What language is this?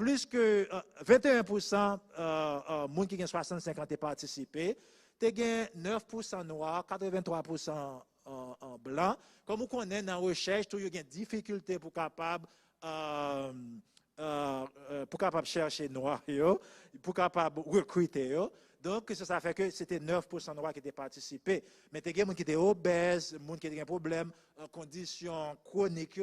Haitian Creole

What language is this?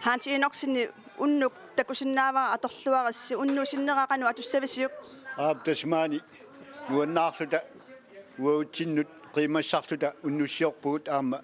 Kalaallisut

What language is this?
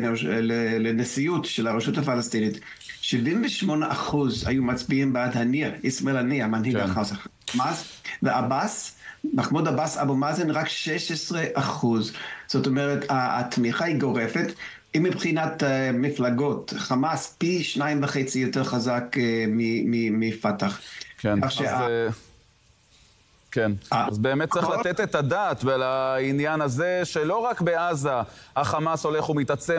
Hebrew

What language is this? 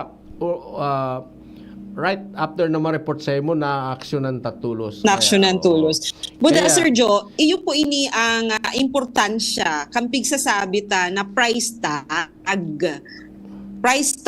Bikol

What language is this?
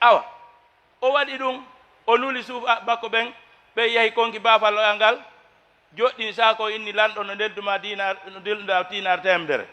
Fula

